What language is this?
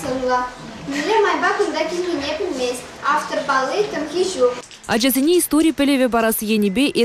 Chuvash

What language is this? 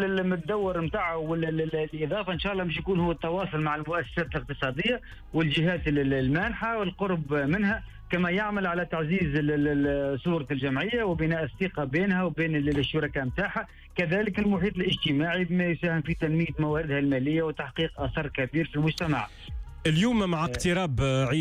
Tunisian Arabic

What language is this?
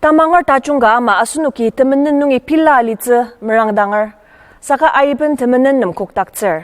Ao Naga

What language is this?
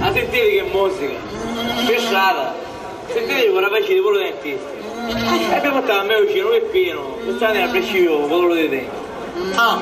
Sicilian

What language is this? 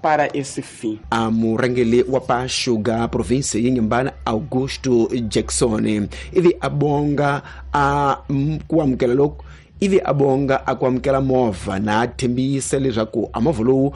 Tsonga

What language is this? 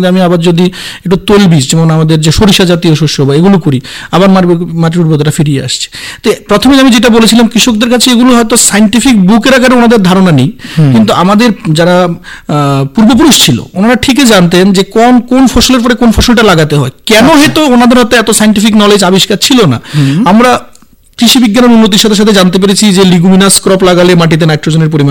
Bangla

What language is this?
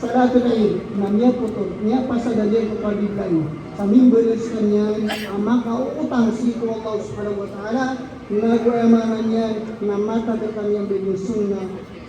Maranao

